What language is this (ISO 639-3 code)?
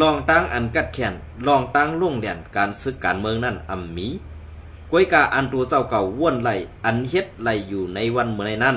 shn